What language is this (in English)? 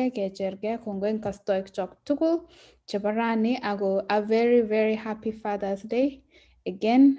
Kalenjin